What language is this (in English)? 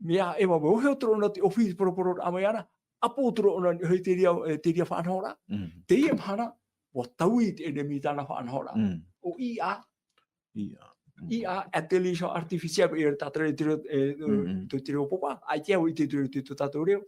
Tahitian